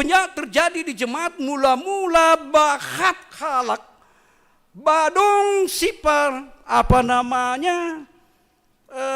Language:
Batak Simalungun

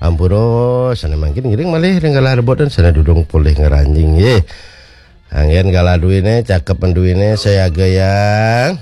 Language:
Balinese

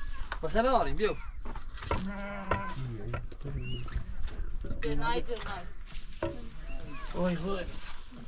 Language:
Persian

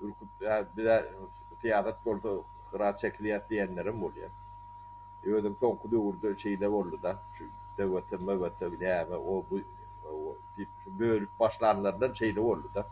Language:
Turkmen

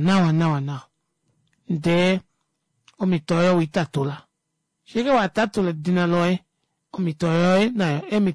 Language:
Kuanyama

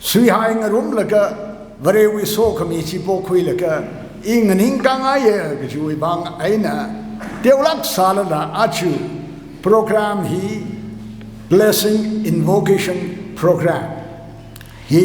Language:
Tangkhul Naga (India)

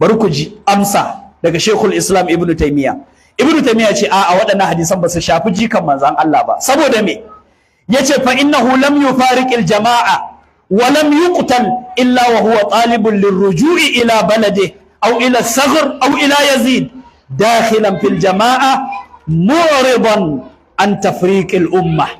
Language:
Hausa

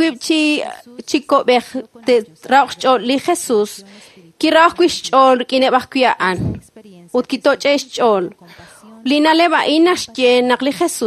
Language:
Kekchí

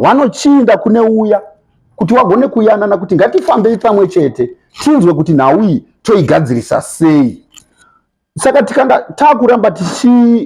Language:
Shona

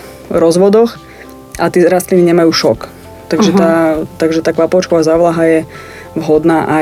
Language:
Slovak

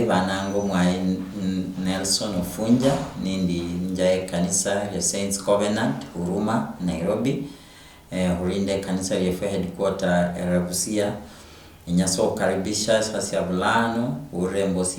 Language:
Luyia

